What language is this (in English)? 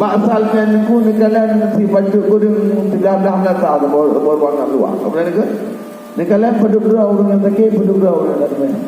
Achinese